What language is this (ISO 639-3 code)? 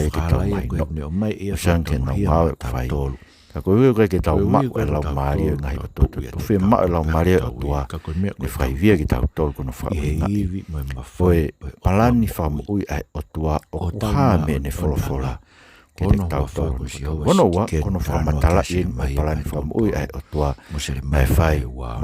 ton